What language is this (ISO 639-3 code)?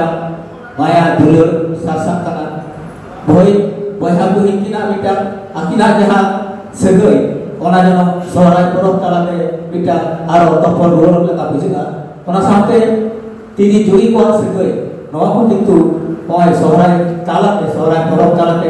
sat